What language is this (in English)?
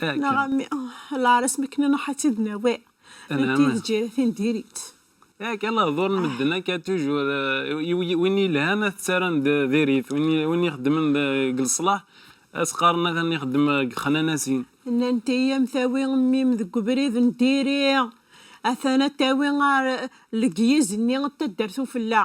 Kabyle